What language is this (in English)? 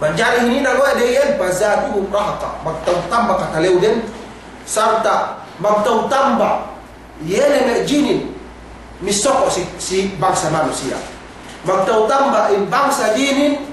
Yakan